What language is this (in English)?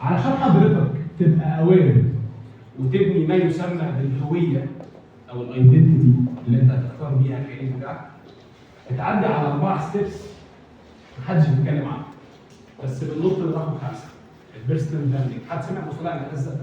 Egyptian Arabic